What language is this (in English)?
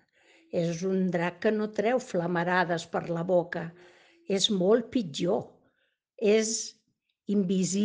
Catalan